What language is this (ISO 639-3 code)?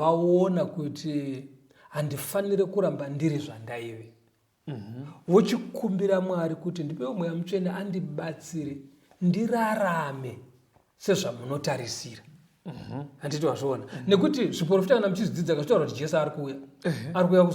sna